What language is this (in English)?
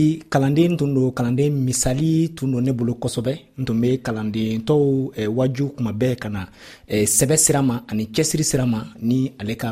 Dyula